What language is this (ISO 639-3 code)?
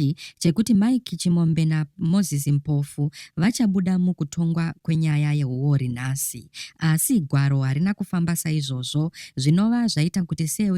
sna